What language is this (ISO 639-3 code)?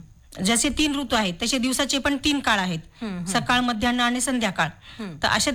mar